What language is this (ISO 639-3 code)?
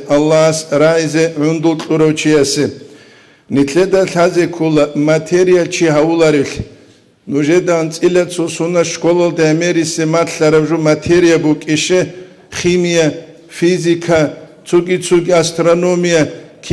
ava